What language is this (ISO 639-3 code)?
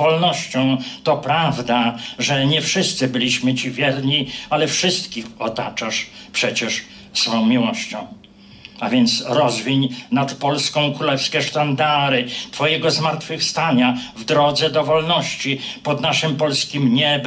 pol